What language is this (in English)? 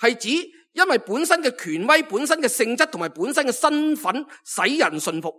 Cantonese